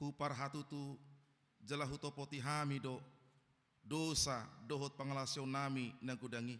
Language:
Batak Toba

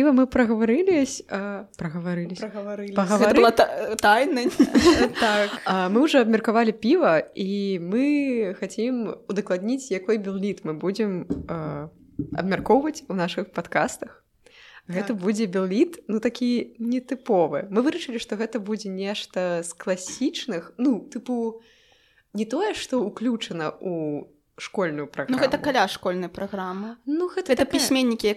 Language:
Belarusian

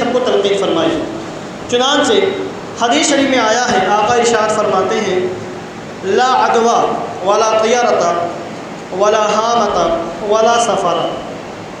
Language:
Urdu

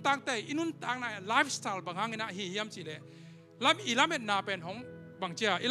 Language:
Tedim Chin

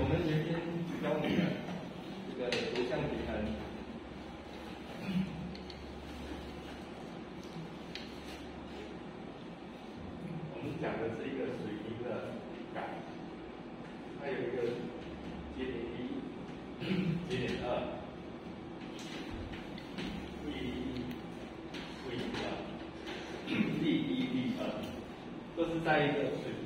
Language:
Chinese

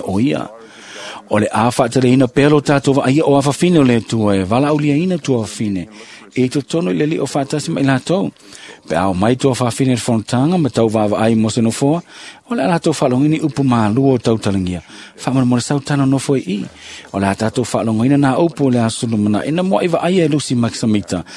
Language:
Samoan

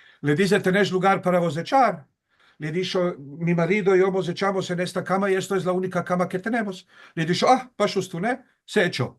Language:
Ladino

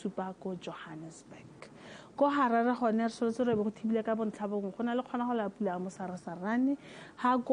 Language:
Tswana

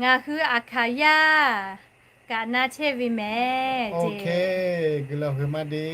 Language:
Lahu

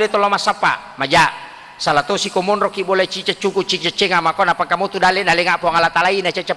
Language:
Buginese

